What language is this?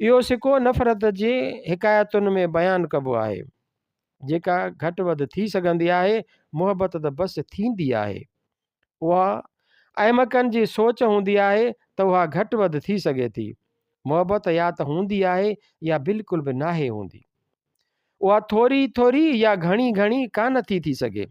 Sindhi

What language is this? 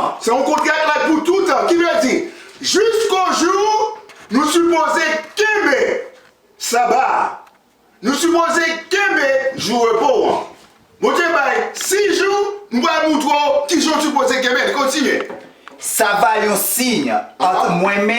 Haitian Creole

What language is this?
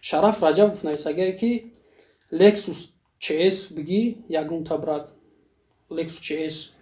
Tajik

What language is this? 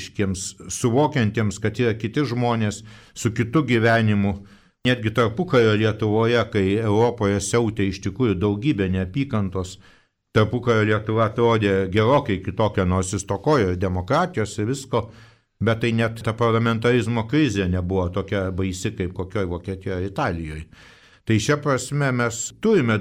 Lithuanian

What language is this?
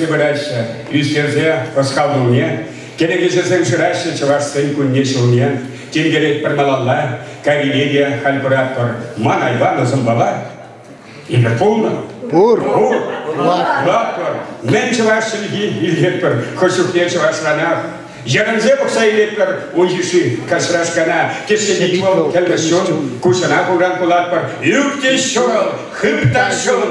Chuvash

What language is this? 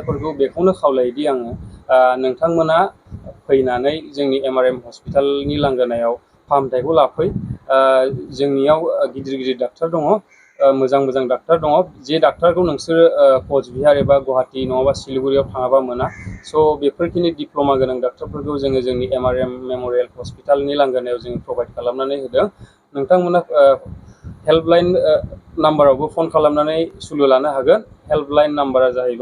Bodo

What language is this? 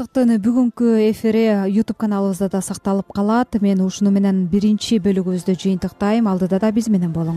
Kyrgyz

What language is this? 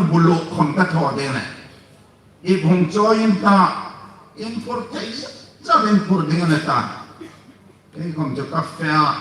Hmar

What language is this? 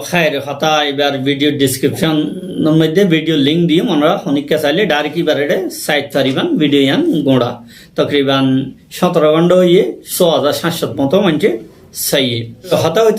Rohingya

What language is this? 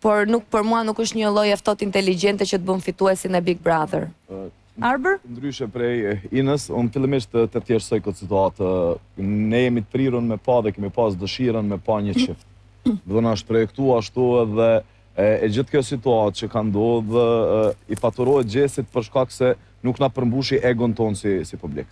Albanian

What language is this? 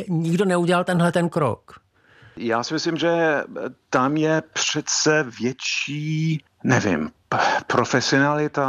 Czech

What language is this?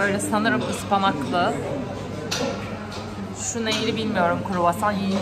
Turkish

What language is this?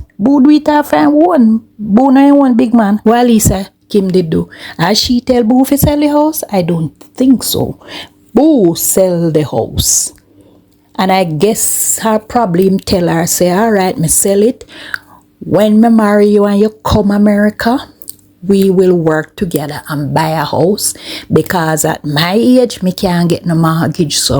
Jamaican Creole English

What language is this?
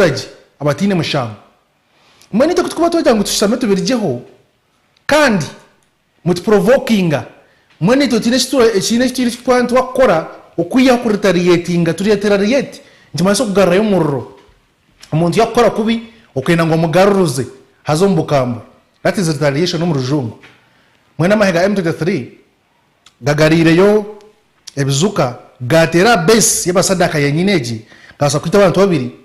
Nyankole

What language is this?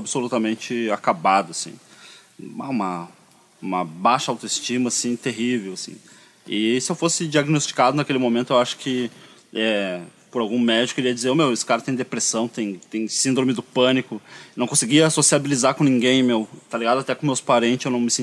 Portuguese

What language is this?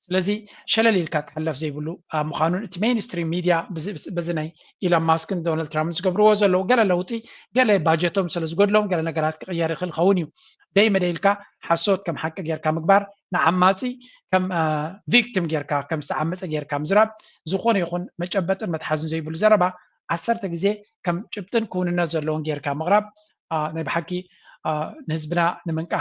Tigrinya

